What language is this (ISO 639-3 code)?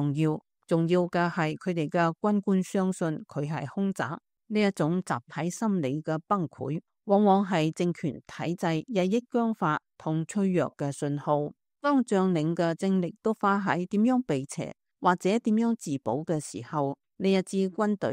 yue